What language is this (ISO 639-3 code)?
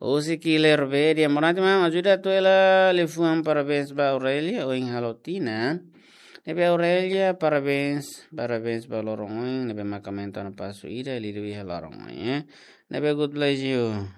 tet